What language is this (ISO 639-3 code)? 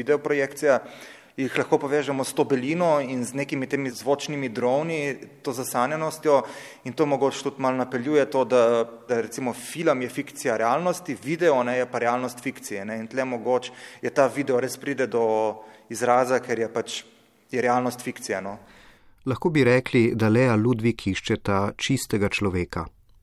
slv